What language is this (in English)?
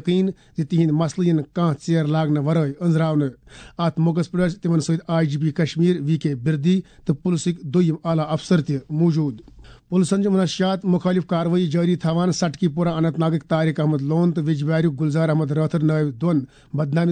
Kashmiri